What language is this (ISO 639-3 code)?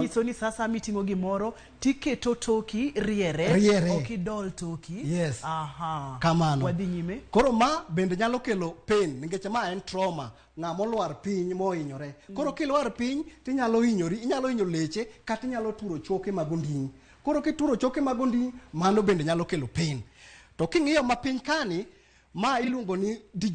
luo